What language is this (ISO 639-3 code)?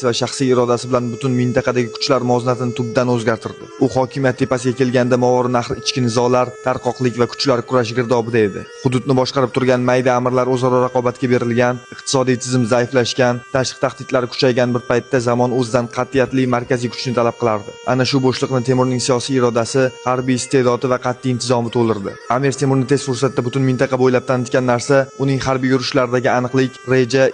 uzb